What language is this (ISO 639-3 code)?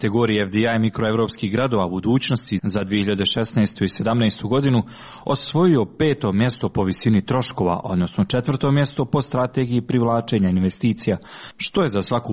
hrv